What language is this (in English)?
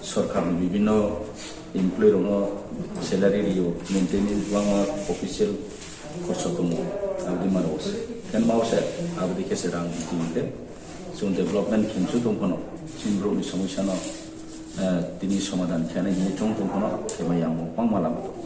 Riang (India)